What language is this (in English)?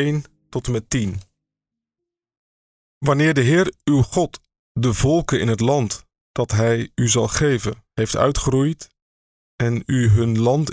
Dutch